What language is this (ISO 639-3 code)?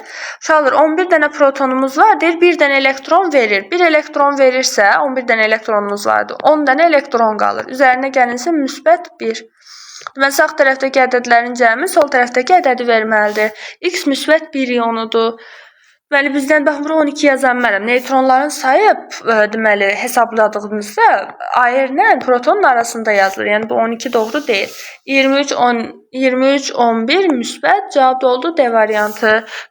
aze